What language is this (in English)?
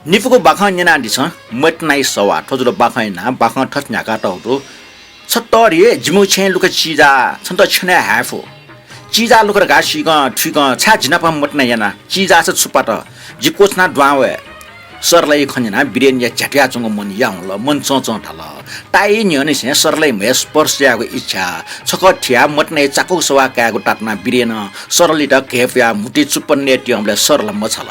Newari